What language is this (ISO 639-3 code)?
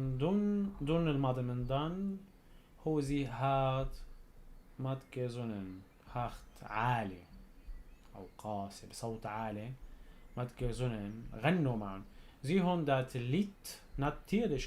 apc